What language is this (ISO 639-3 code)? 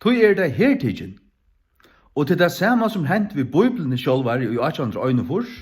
fao